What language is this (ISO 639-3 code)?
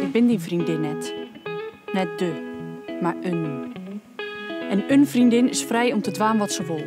fry